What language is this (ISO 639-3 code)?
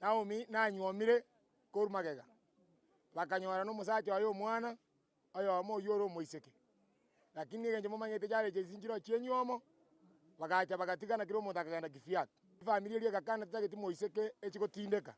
guz